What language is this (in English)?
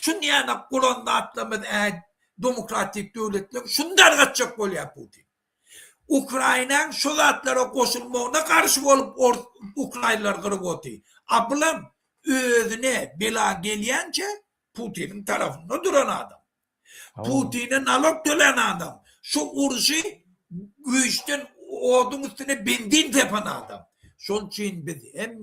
Turkmen